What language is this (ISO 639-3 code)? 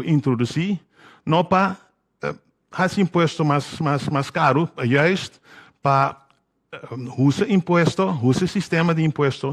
pap